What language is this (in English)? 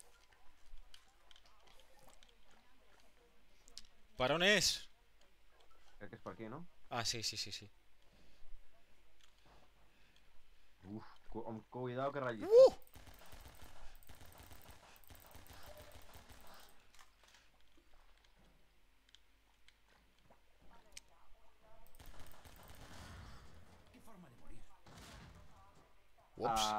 Catalan